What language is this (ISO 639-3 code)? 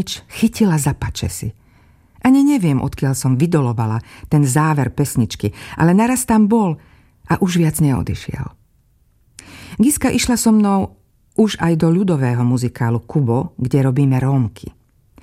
slk